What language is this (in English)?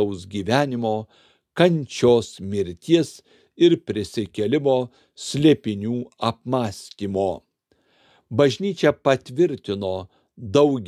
Lithuanian